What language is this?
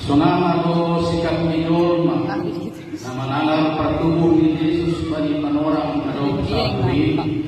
Batak Simalungun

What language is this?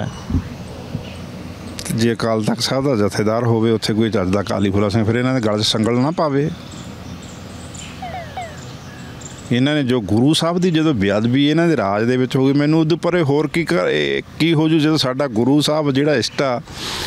Punjabi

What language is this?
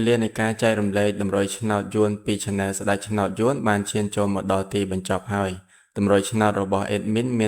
Khmer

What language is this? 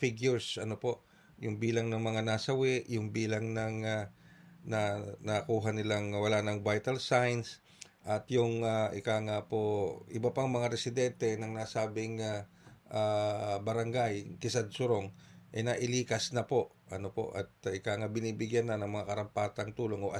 Filipino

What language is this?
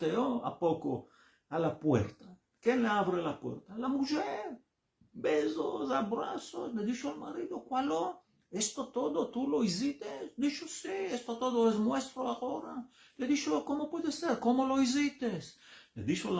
Ladino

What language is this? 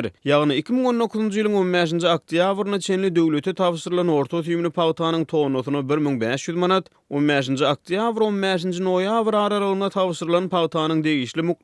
Turkmen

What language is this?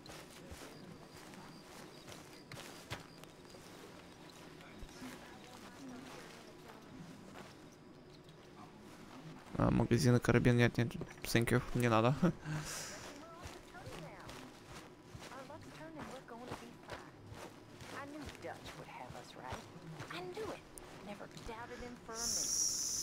Russian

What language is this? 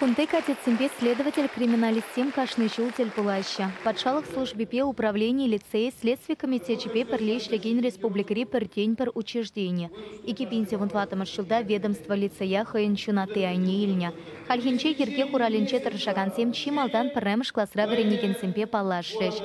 Chuvash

